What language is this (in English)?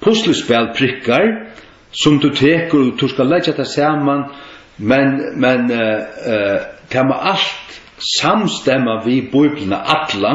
Faroese